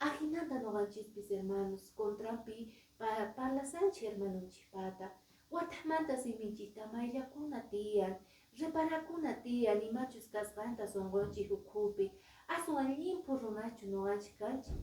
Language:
Quechua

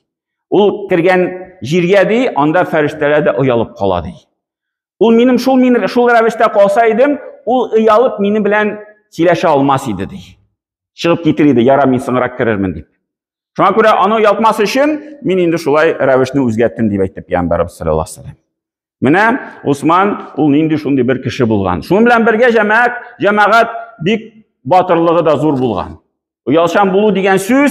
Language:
Tatar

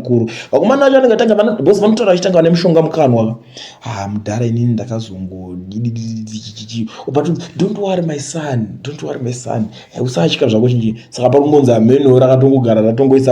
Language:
Shona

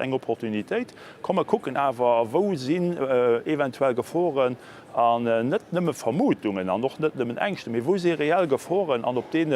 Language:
Luxembourgish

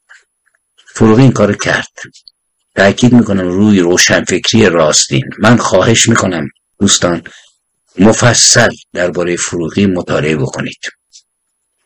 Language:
Persian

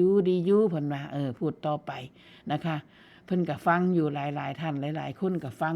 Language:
Northeastern Thai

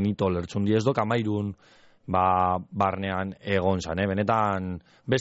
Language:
Basque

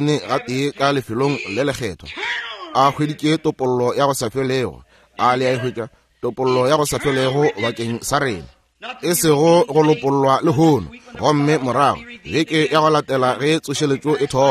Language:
Northern Sotho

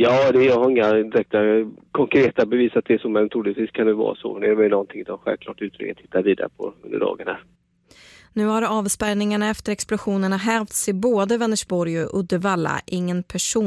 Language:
Swedish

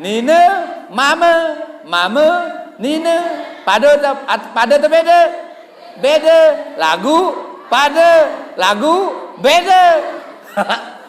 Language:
Sasak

